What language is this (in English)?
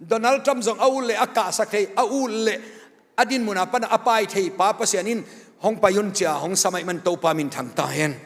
Tedim Chin